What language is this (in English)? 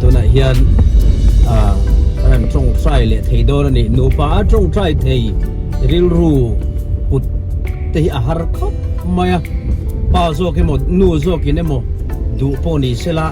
Mizo